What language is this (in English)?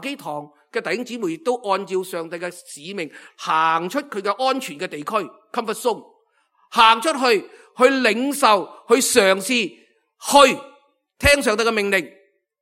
Cantonese